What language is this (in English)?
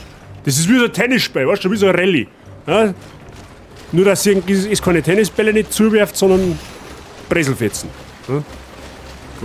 Bavarian